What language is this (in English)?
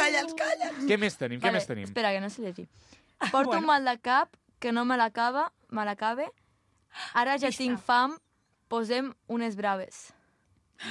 Catalan